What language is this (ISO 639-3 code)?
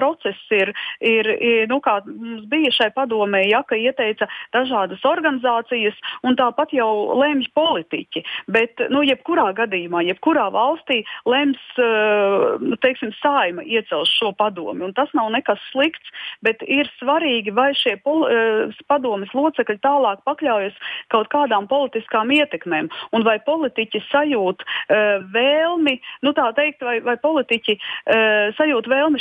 lav